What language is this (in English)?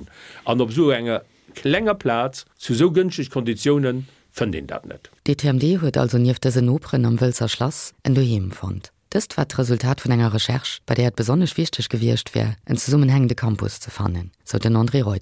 Luxembourgish